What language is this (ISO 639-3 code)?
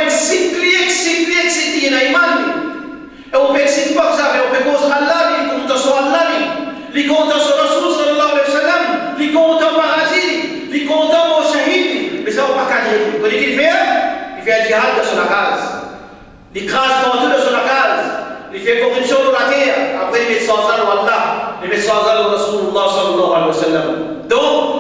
mfe